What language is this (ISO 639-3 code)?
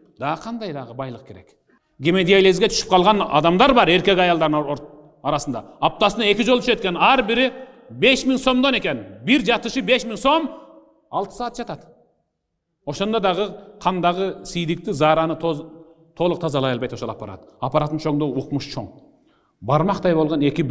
kir